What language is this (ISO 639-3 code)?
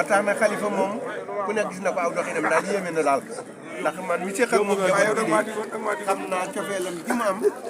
wol